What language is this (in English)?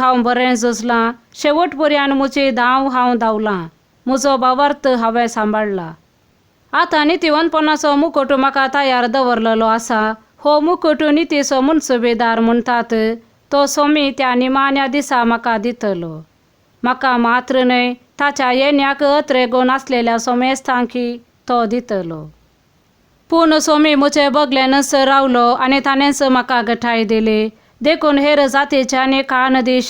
Konkani